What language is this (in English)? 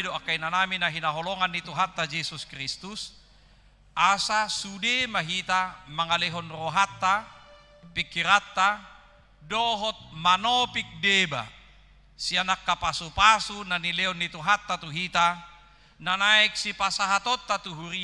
Batak Toba